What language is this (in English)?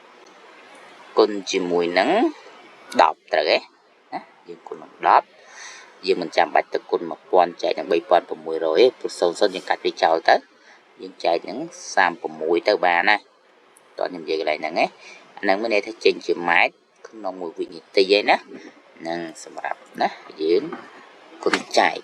Khmer